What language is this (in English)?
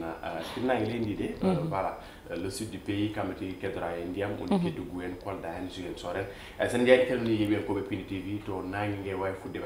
Fula